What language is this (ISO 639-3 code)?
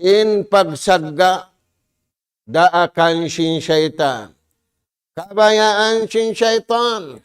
tsg